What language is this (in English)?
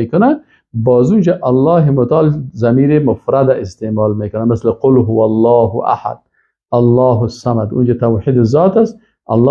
Persian